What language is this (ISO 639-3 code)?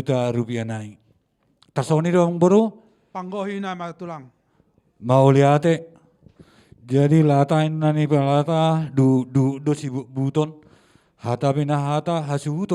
bbc